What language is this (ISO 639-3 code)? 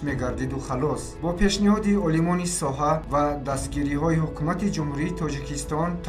tgk